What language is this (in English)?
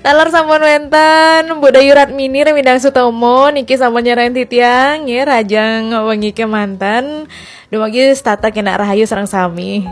Balinese